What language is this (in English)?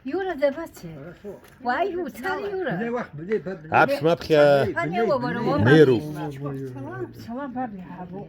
Abkhazian